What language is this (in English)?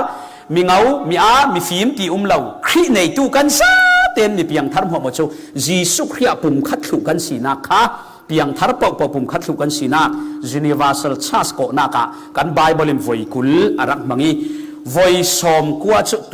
Falam Chin